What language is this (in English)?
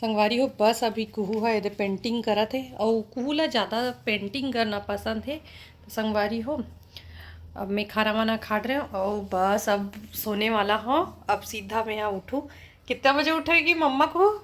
Chhattisgarhi